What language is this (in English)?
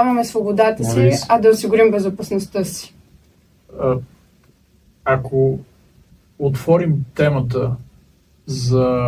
Bulgarian